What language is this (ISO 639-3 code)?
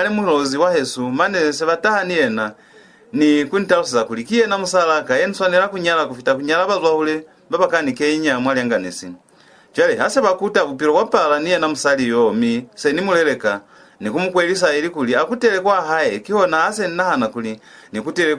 loz